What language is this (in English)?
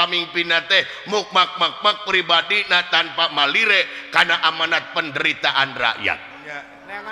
Sundanese